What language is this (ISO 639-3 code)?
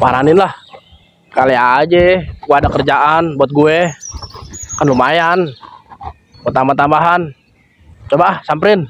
bew